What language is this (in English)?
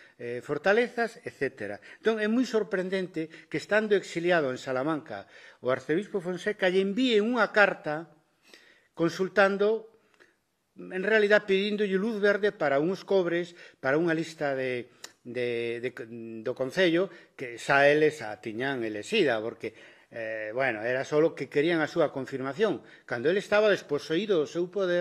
Galician